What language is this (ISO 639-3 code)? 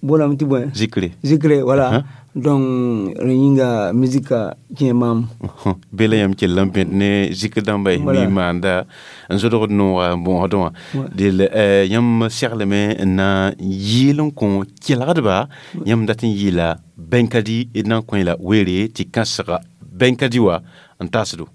mos